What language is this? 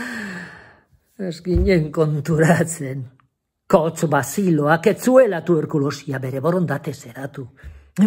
Basque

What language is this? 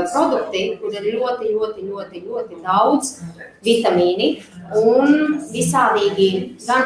Latvian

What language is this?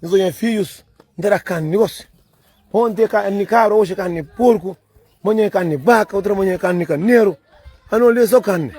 Kabuverdianu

